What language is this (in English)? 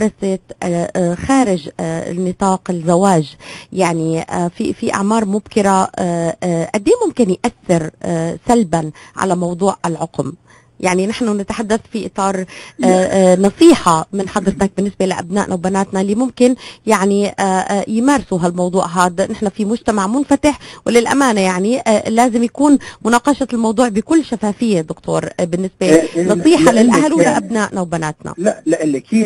North Levantine Arabic